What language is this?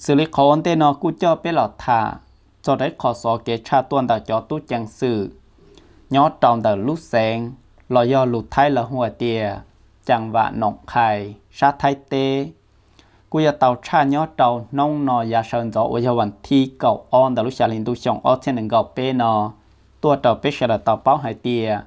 Hmong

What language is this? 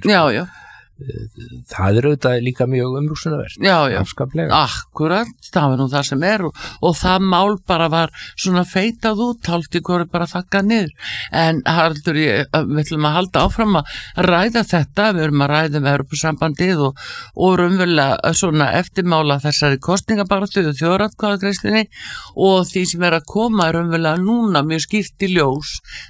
Icelandic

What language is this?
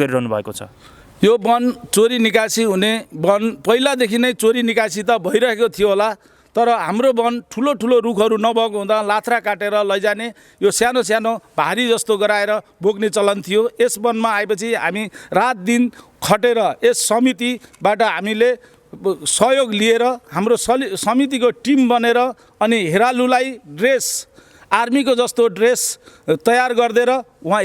Nepali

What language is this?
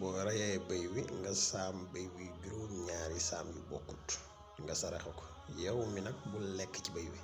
Wolof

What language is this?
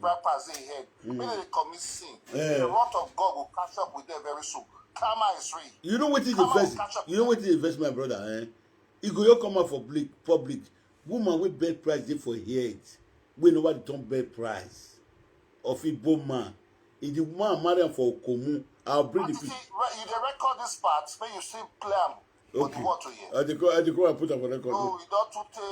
Nigerian Pidgin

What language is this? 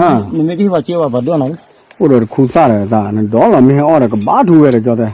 S'gaw Karen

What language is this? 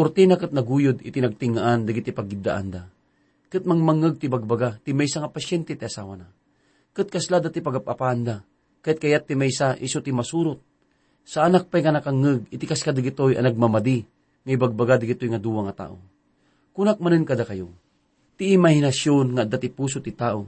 Iloko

